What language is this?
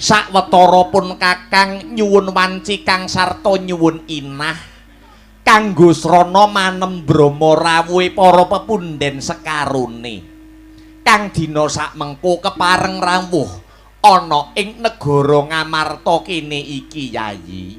Javanese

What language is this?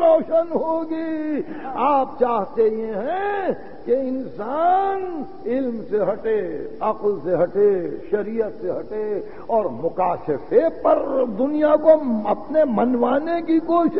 Urdu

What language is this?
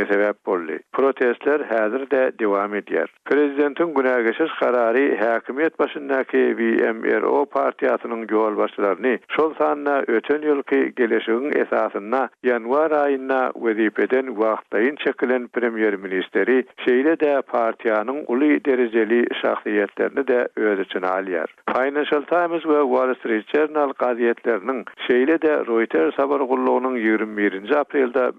Turkmen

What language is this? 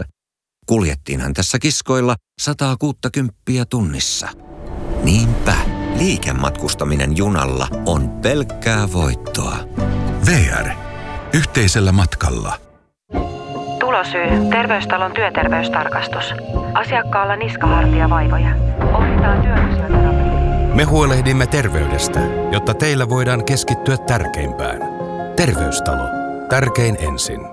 Finnish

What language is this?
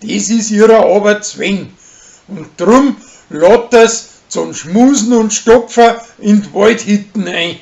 Bavarian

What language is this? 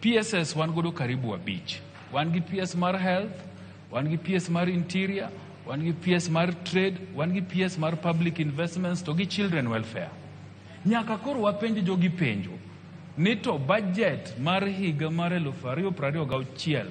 Luo (Kenya and Tanzania)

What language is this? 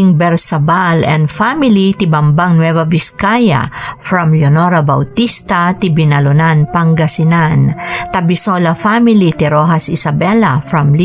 Iloko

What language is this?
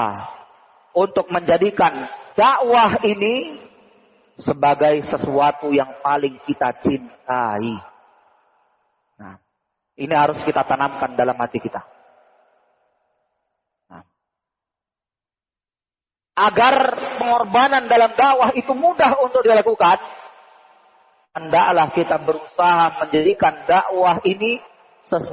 Indonesian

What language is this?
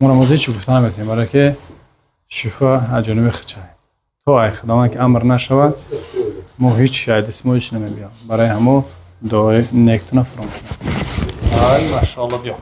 Tajik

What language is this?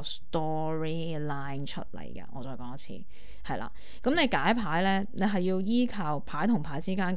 Cantonese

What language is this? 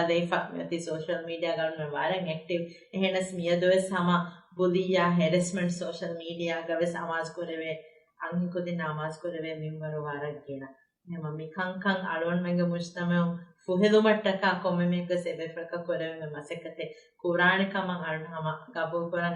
Divehi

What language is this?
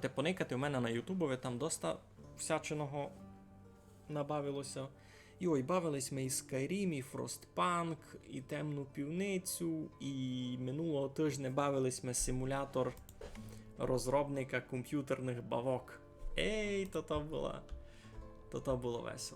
Rusyn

